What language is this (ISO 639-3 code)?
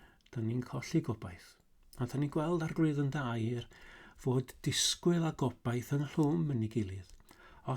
cym